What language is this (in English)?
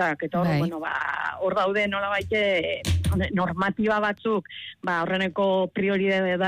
Basque